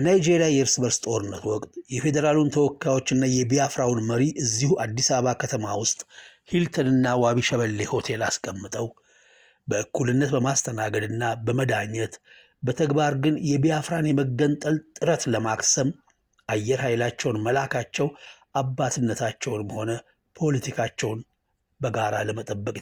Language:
Amharic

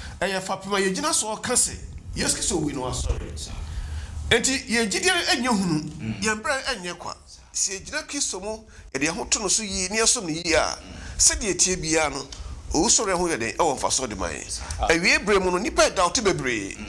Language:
Akan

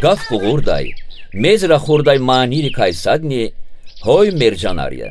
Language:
Lezghian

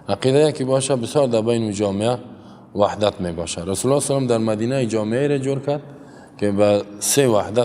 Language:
Persian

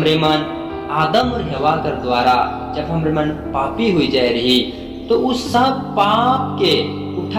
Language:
Sadri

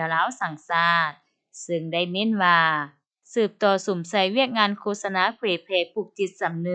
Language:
Lao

